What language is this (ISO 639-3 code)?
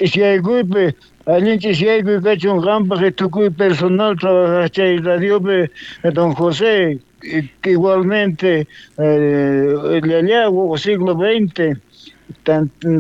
quh